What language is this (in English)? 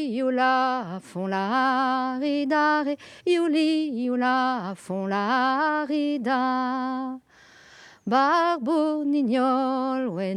Breton